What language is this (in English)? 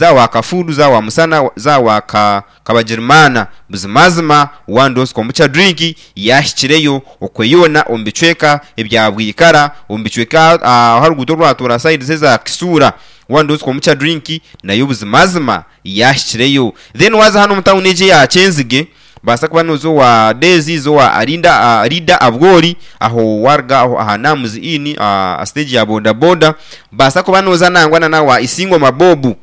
Nyankole